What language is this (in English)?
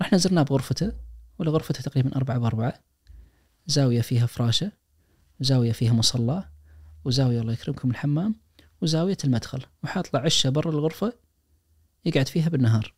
Najdi Arabic